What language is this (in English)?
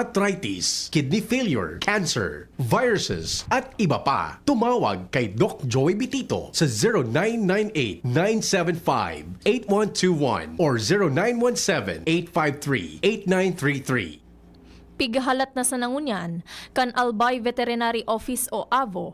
Bikol